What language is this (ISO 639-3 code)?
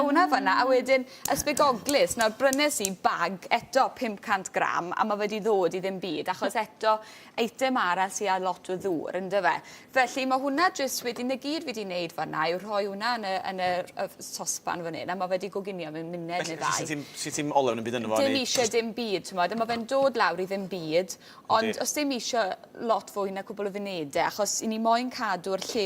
cym